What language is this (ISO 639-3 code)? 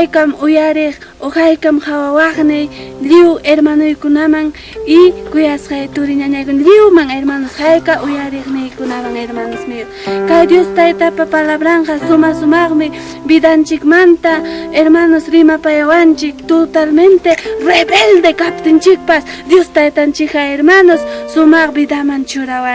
quy